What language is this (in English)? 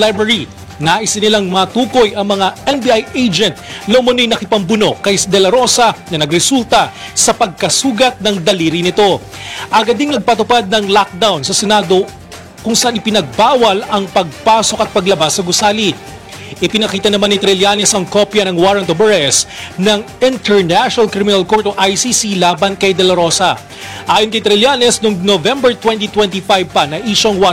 Filipino